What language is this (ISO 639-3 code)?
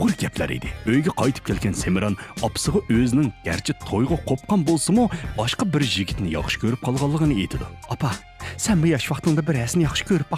uig